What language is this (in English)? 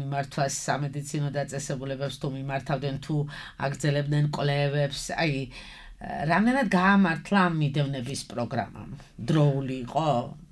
Georgian